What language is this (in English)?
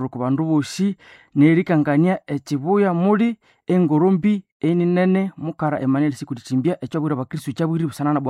Nande